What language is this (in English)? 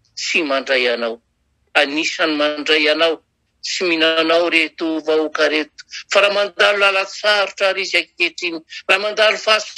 Malagasy